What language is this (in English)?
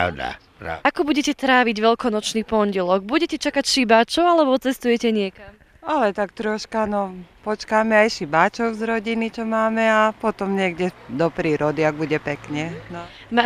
Slovak